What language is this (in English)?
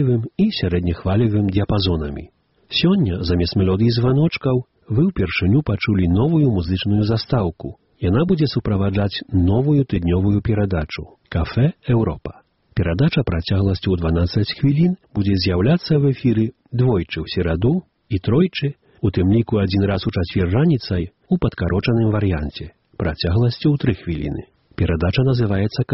Belarusian